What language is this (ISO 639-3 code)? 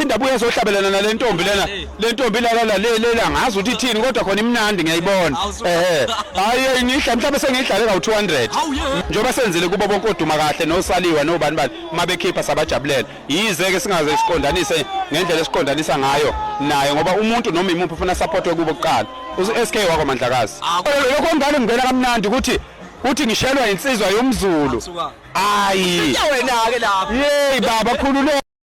zul